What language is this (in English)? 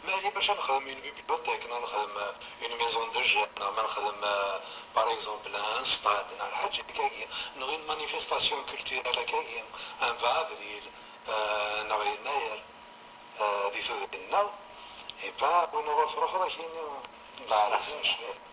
Kabyle